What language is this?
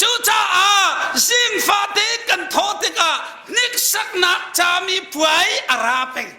Hakha Chin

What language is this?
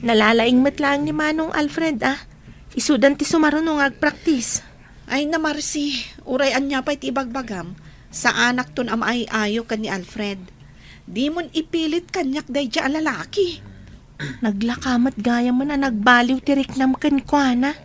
Iloko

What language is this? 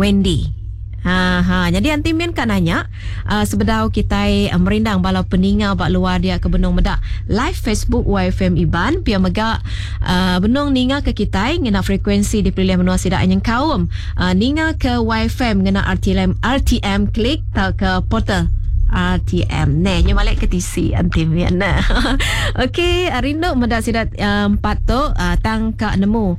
Iban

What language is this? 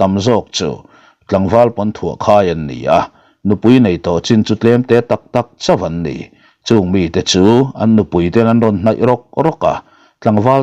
Mizo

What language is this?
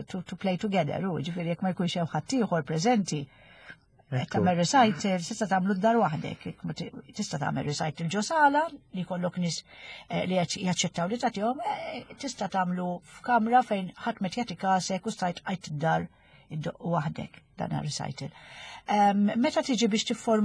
Maltese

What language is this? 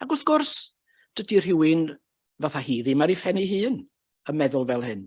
Welsh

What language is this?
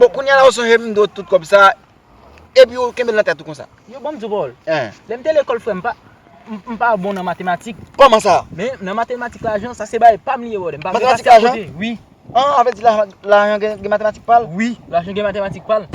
Haitian Creole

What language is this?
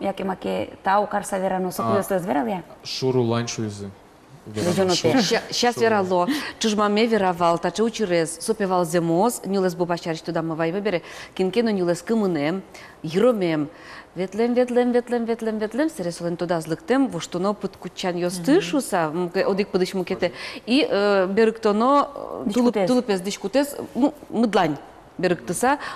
Udmurt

